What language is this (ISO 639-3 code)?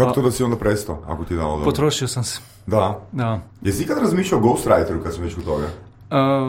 hrv